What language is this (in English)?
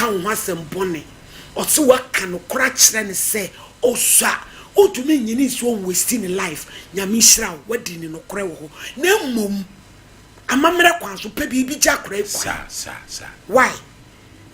Akan